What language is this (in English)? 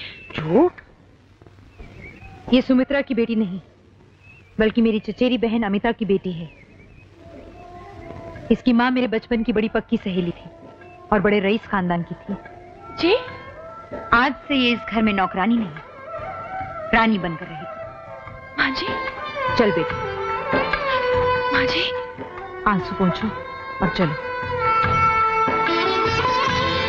Hindi